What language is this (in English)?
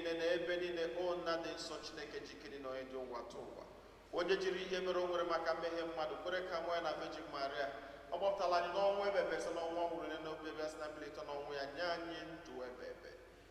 Igbo